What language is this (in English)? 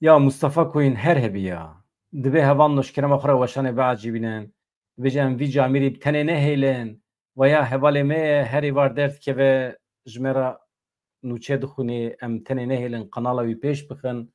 Kurdish